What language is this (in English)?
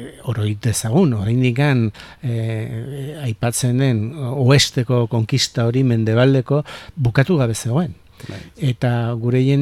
Basque